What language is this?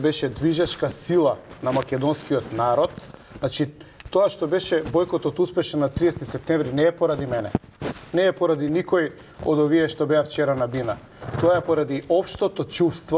Macedonian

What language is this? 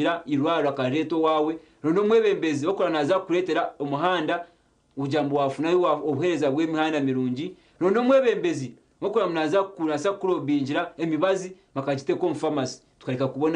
Nyankole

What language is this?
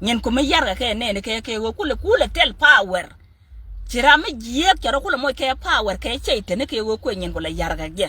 Nuer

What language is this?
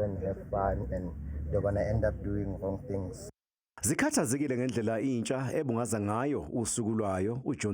Zulu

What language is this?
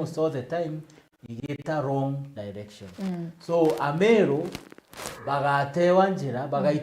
Meru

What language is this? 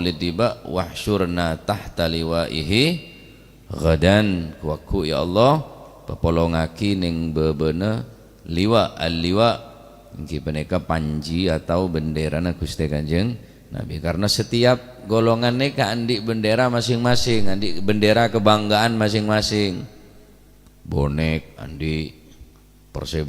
Madurese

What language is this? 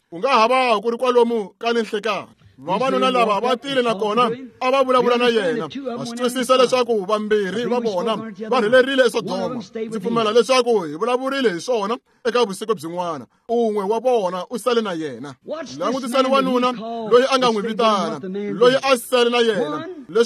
Tsonga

